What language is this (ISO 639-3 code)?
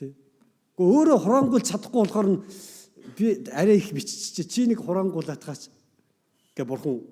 mon